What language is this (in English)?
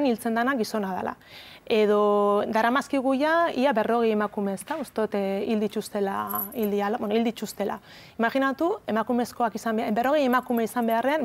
Basque